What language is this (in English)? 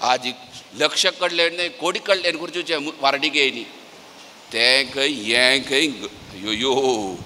Konkani